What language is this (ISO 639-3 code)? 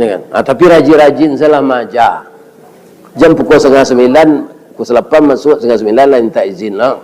min